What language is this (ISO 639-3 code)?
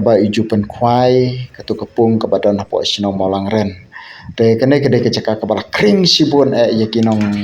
kha